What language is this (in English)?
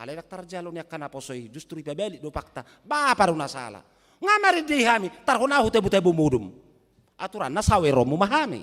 Batak Toba